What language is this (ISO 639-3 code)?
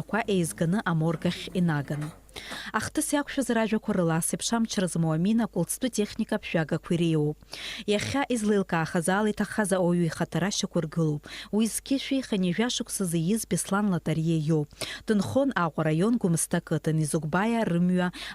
abk